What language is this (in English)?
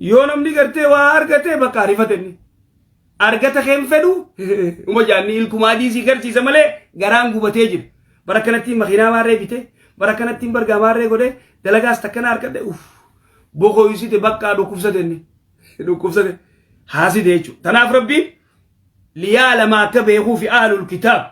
Oromo